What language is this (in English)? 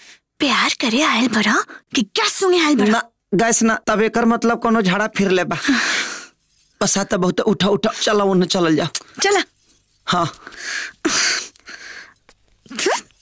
Bhojpuri